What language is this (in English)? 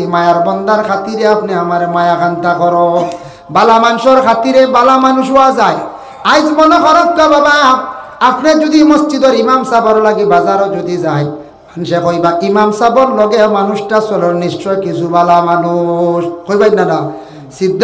Sylheti